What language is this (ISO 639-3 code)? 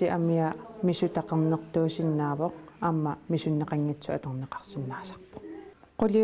kal